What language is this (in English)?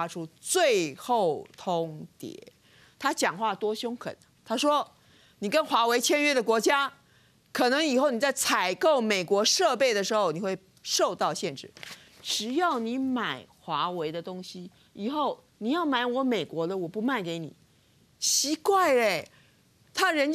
Chinese